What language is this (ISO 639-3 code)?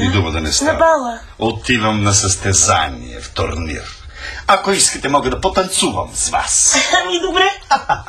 bul